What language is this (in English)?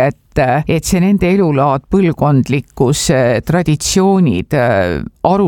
Estonian